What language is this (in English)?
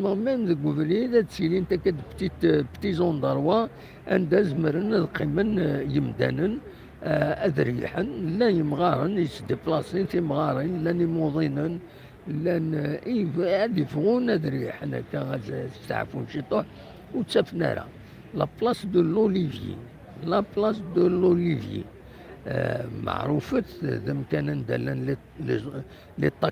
Kabyle